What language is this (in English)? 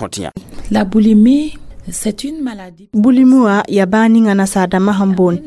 Mossi